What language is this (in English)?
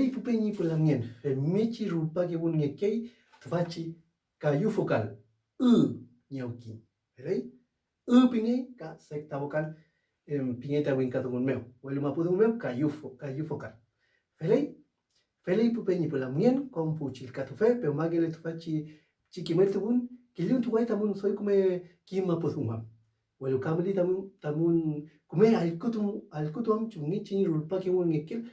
Mapuche